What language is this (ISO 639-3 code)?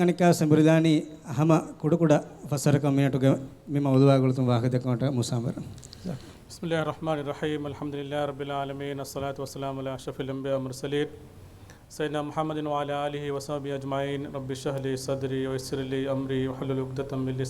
div